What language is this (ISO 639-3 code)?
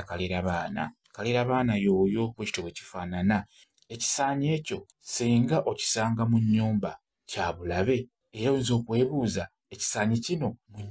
lug